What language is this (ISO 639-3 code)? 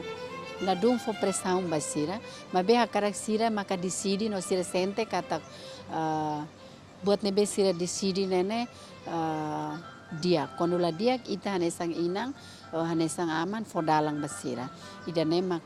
tet